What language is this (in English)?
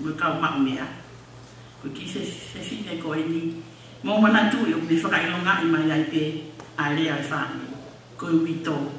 Tongan